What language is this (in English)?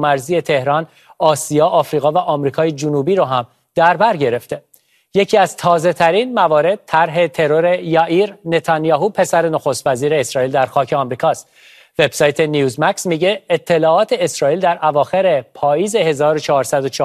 Persian